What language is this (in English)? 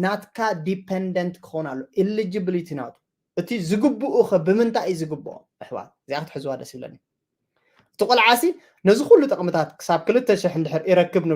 Tigrinya